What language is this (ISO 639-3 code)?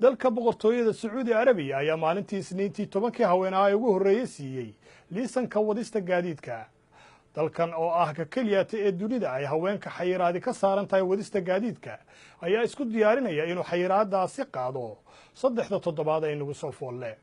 som